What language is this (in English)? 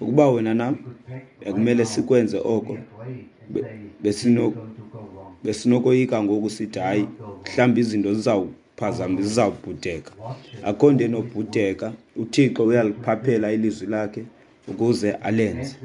Xhosa